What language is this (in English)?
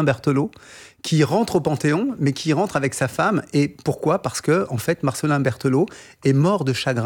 French